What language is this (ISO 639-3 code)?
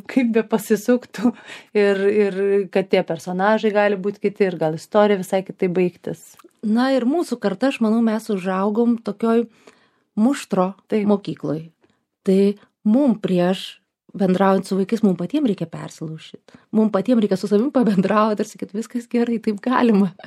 lit